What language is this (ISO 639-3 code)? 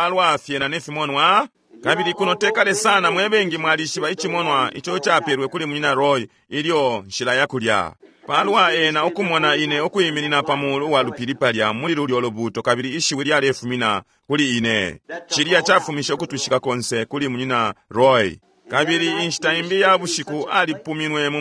bem